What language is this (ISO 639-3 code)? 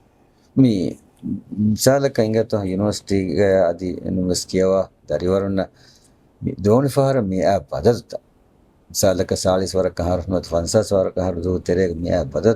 div